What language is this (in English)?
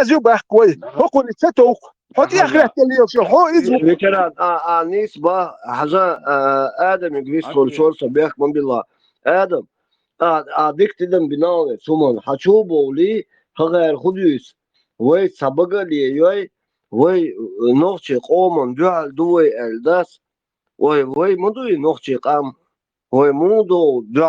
Chechen